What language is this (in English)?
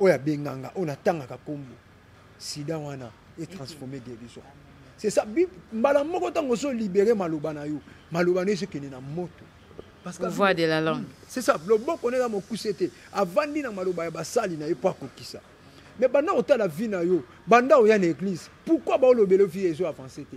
Lingala